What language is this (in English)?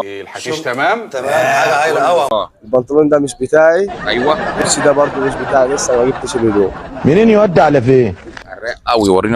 Egyptian Arabic